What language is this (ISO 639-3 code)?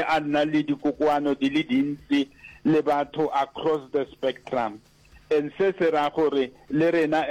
nso